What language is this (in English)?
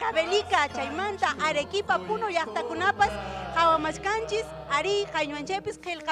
Ayacucho Quechua